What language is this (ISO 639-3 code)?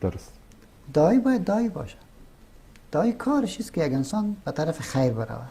fas